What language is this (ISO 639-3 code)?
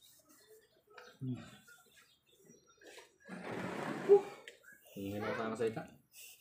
fil